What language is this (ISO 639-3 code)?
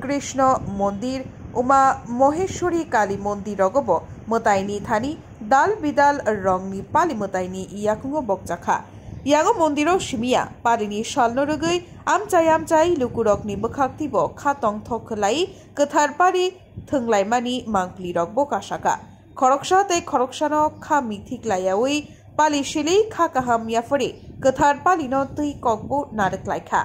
trp